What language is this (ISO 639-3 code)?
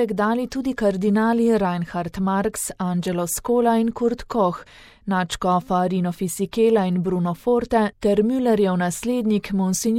slv